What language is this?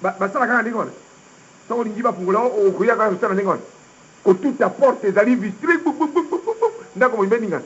Lingala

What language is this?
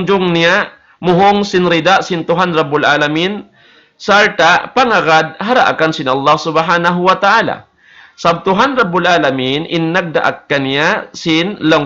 Tausug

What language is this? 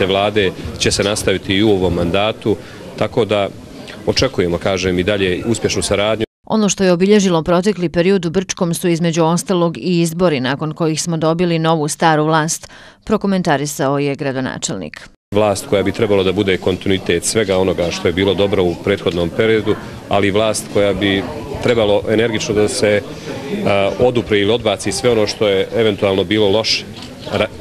Bosnian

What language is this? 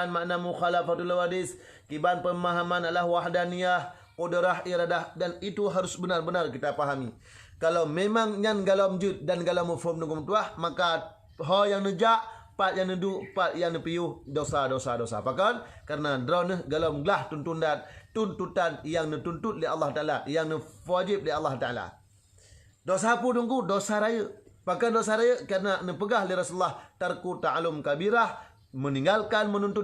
Achinese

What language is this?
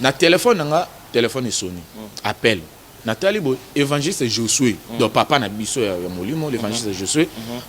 Lingala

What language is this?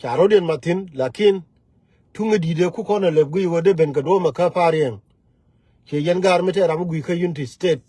Nuer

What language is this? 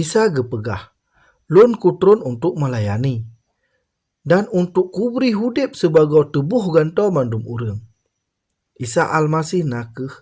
Achinese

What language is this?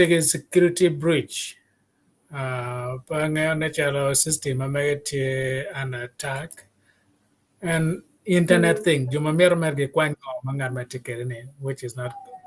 Acoli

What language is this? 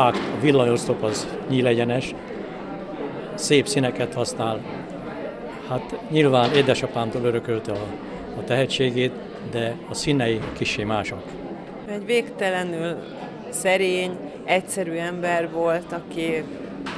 Hungarian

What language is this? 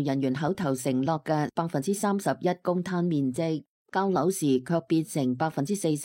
Cantonese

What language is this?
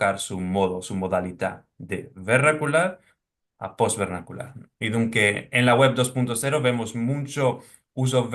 Ladino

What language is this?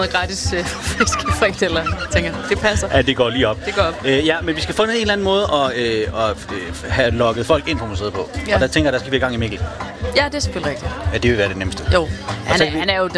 Danish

